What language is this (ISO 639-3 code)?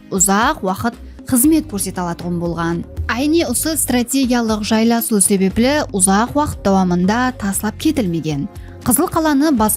kaa